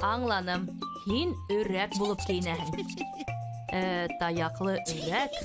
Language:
Bashkir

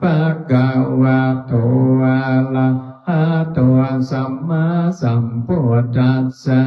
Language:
Pali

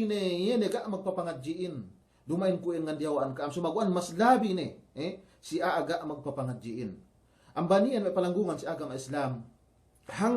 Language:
Yakan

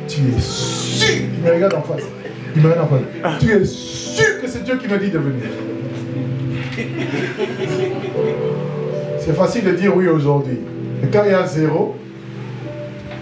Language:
French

